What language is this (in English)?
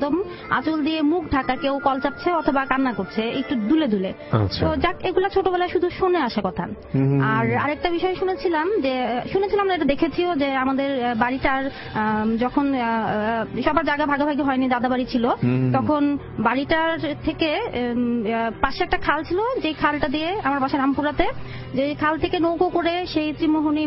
Bangla